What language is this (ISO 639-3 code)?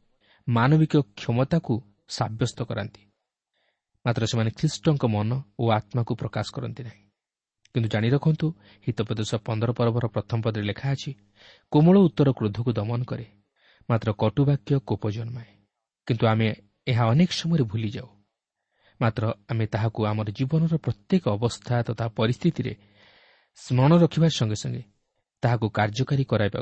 ori